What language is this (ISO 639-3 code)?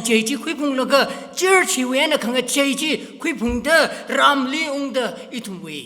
nmf